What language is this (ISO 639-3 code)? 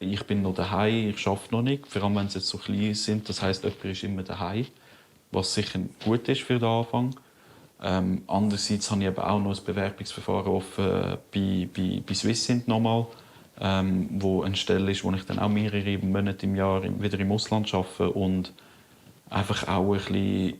gsw